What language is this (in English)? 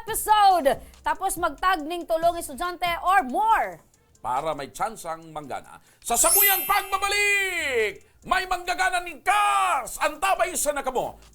Bikol